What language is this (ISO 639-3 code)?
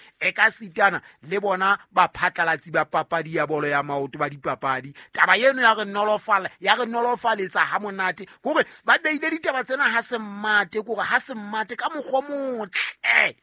sot